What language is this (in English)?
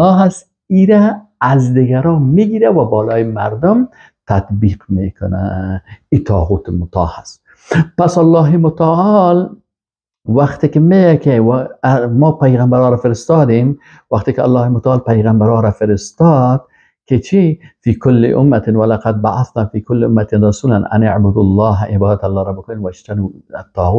Persian